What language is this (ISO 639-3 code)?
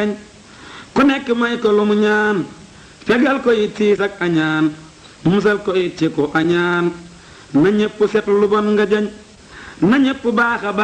wol